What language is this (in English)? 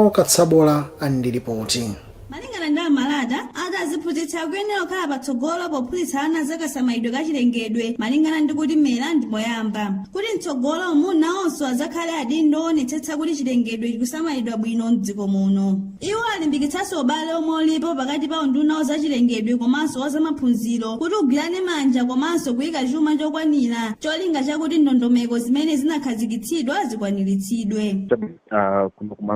Nyanja